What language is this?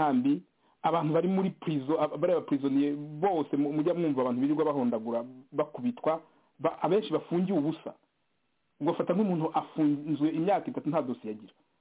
Kinyarwanda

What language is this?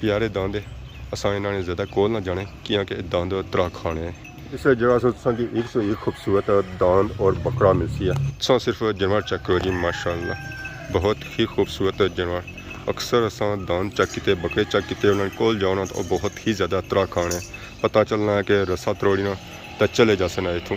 Pahari-Potwari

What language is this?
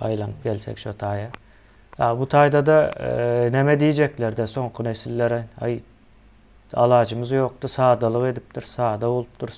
Turkmen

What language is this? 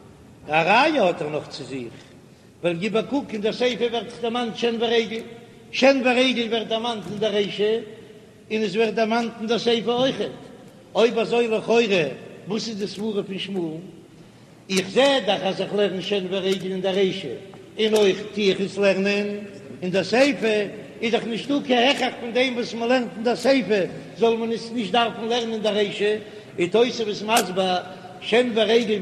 Yiddish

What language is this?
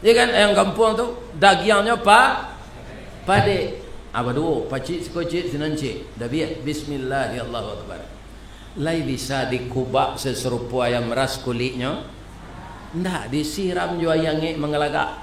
Minangkabau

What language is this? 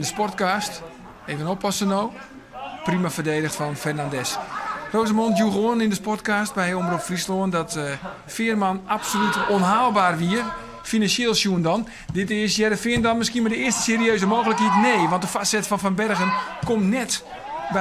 Western Frisian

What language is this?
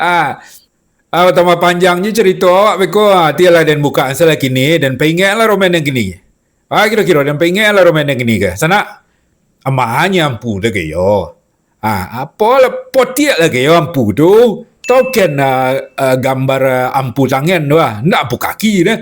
Minangkabau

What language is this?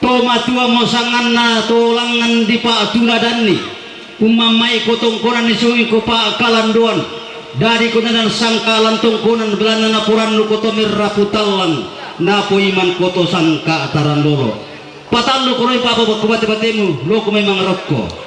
Toraja-Sa'dan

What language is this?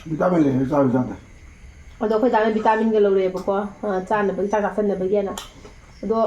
Manipuri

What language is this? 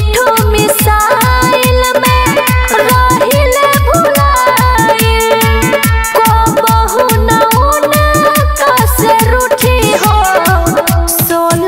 Bhojpuri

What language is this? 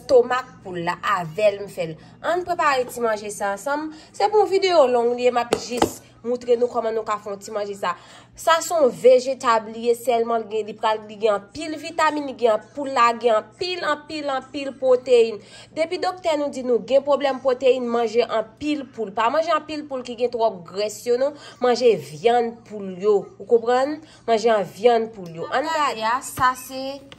Haitian Creole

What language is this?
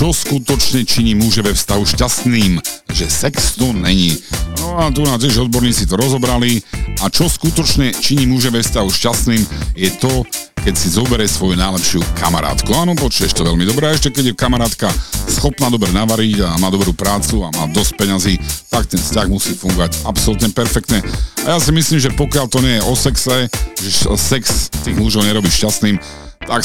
Slovak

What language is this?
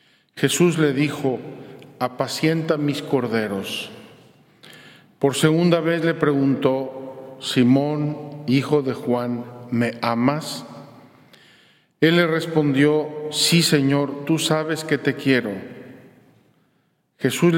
Spanish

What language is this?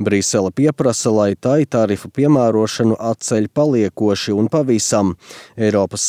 Latvian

